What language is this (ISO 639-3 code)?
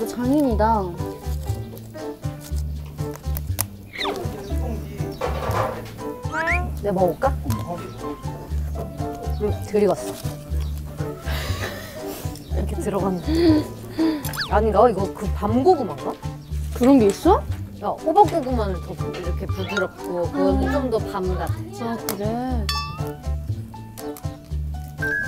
kor